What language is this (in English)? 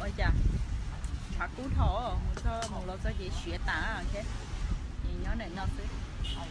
Hmong